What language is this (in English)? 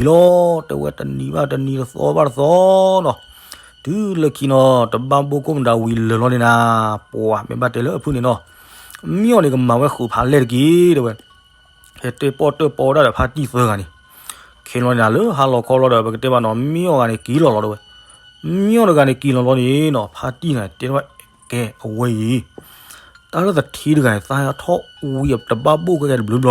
S'gaw Karen